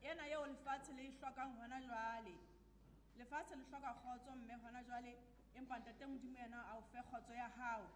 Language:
Southern Sotho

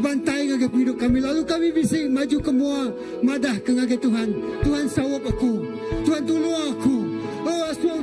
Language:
Iban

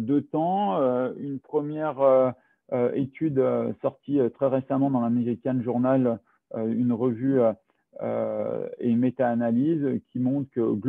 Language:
French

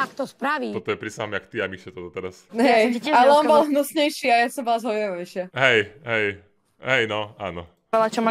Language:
Slovak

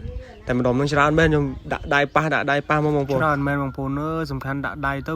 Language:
Khmer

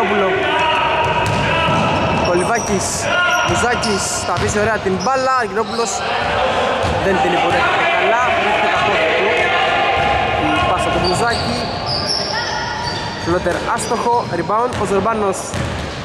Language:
Greek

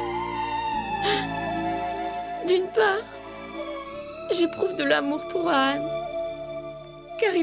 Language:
French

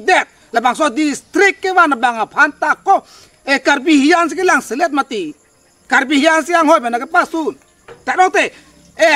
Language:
Karbi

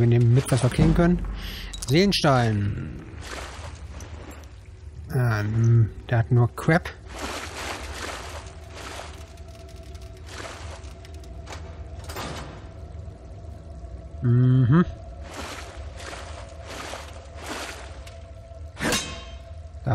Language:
German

